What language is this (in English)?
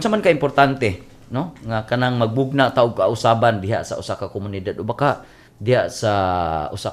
Cebuano